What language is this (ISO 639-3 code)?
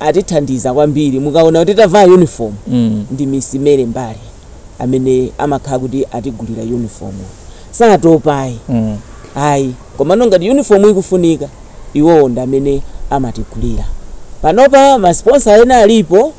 nya